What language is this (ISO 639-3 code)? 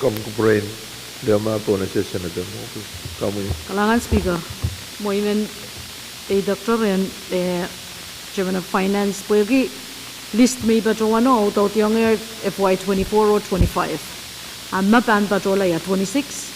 pon